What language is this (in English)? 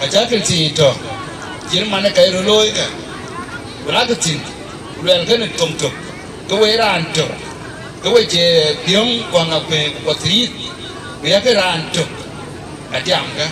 Dinka